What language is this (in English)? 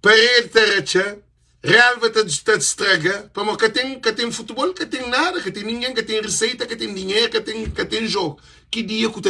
Kabuverdianu